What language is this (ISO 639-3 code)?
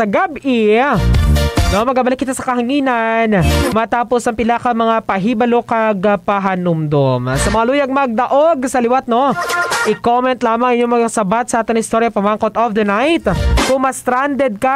hil